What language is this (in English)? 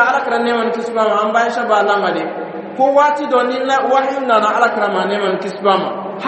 Dyula